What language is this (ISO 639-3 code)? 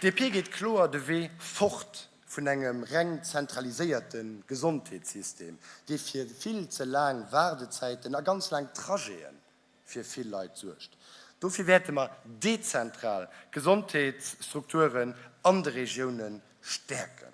ltz